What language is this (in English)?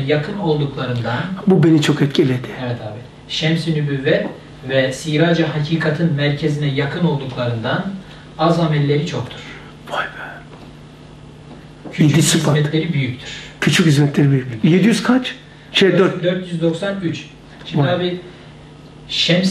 Turkish